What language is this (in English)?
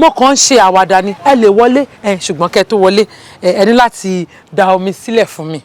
Yoruba